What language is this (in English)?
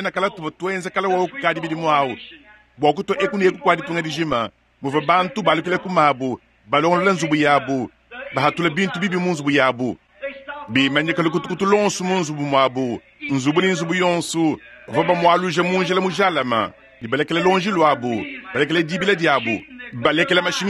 Luba-Lulua